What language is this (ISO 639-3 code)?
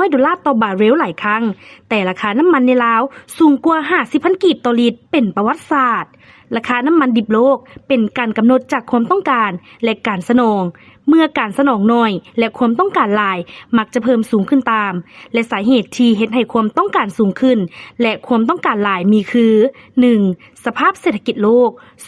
lao